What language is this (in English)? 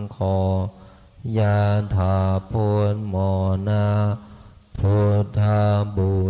Pali